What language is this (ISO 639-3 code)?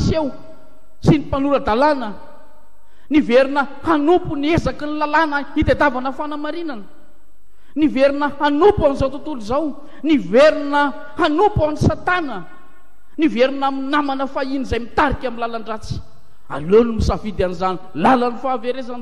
mlg